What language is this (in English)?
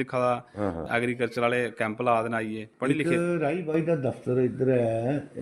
Dogri